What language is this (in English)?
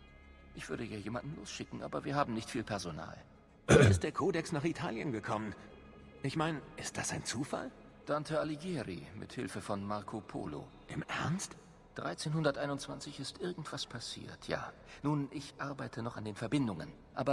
Bavarian